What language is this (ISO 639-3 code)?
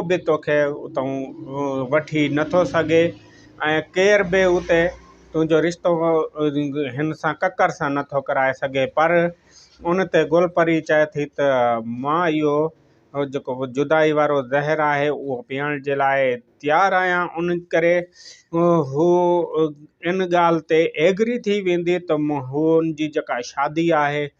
snd